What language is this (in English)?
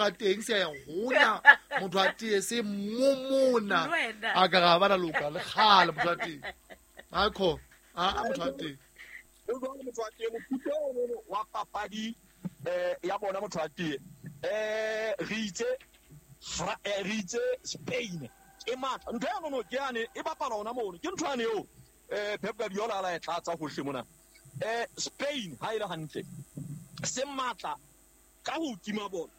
Southern Sotho